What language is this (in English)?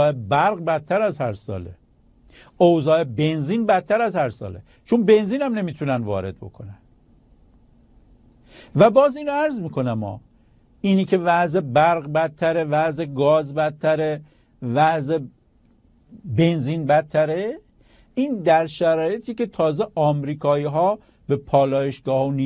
Persian